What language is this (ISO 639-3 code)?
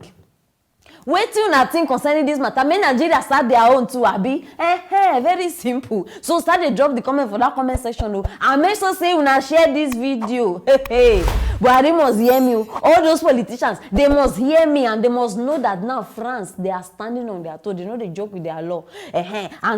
pcm